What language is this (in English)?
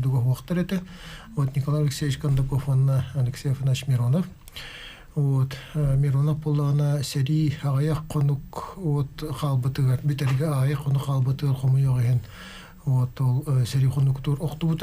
Yakut